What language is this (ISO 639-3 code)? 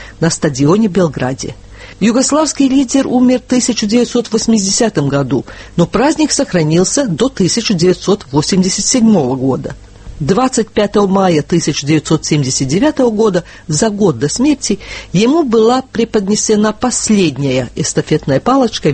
rus